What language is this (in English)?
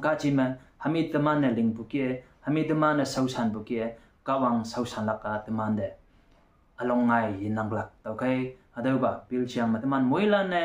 Konyak Naga